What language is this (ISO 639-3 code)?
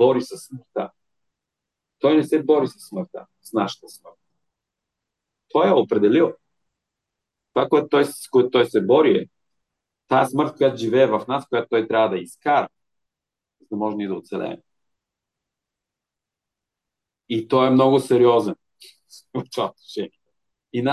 bul